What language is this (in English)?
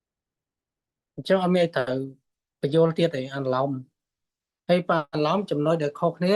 Khmer